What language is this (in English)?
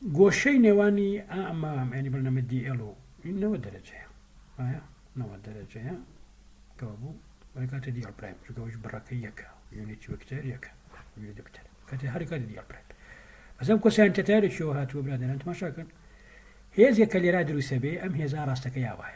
Central Kurdish